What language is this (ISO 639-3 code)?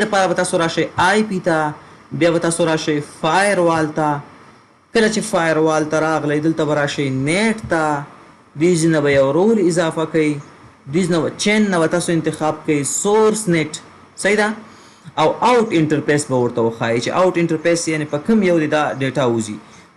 pus